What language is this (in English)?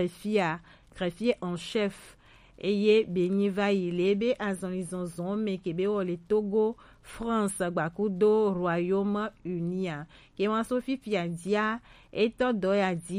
Gen